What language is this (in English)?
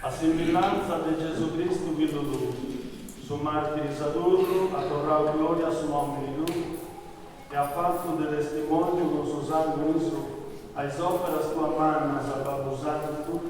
Sardinian